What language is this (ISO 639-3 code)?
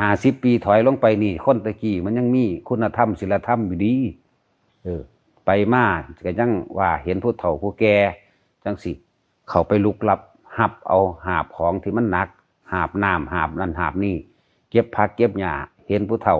lao